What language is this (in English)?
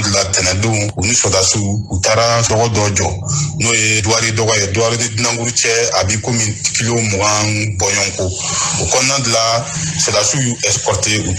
Bambara